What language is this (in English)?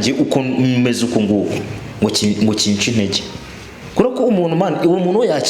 Kinyarwanda